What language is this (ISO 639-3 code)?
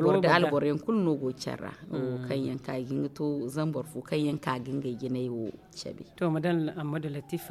dje